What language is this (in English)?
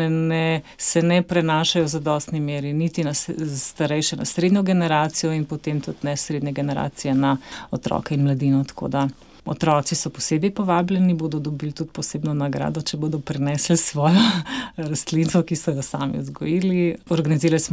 Slovenian